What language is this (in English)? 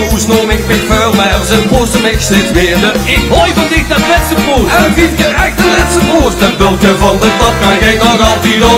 Limburgish